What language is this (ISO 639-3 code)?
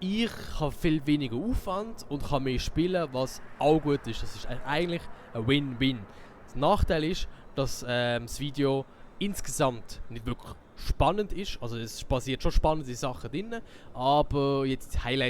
gsw